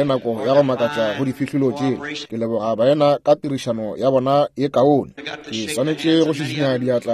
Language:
Northern Sotho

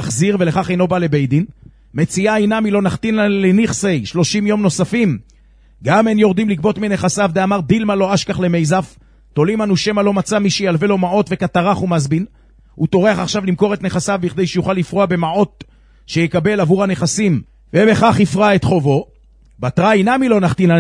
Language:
Hebrew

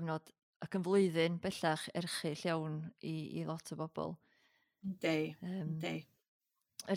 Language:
Welsh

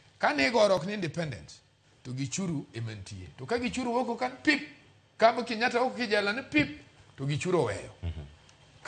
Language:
Luo (Kenya and Tanzania)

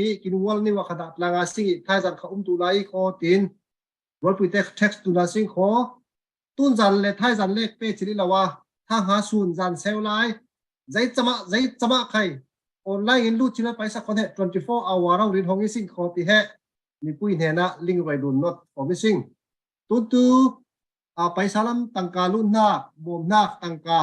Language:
Falam Chin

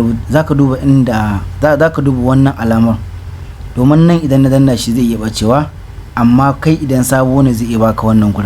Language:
Hausa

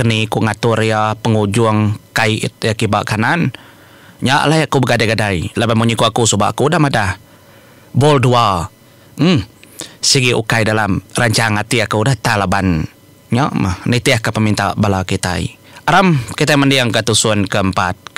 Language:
Iban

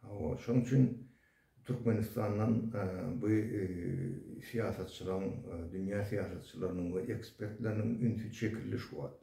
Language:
Turkmen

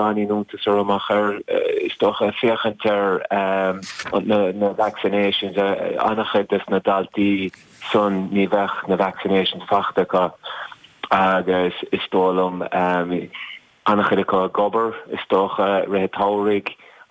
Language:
Irish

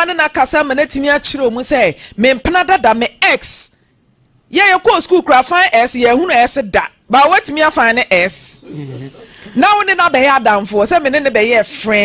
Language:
Akan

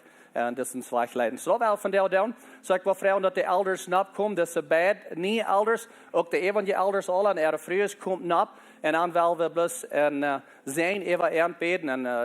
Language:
Plautdietsch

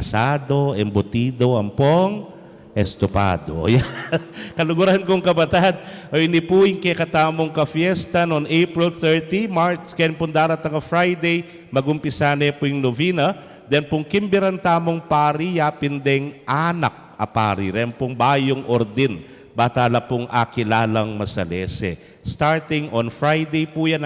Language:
Pampanga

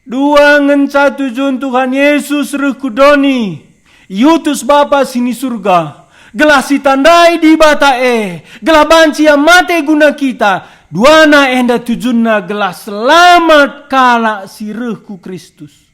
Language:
Batak Karo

